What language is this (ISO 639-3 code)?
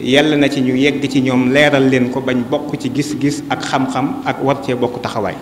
wol